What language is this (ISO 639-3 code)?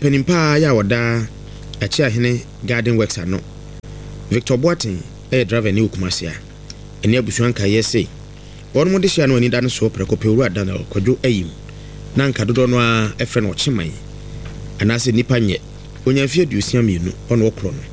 aka